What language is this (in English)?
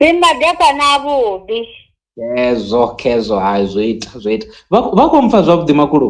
Venda